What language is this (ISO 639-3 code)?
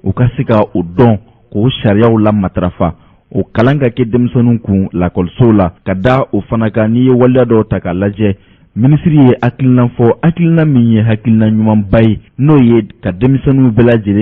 bam